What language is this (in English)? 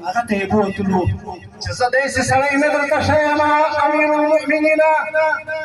Pashto